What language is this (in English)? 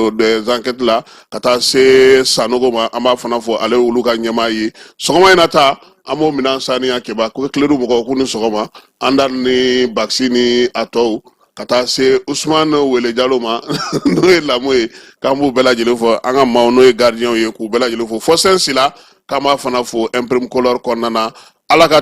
Bambara